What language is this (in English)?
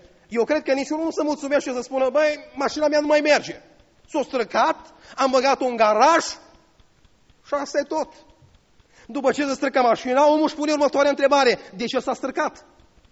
Romanian